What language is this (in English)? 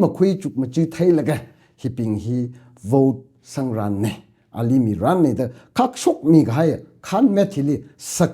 Tangkhul Naga (India)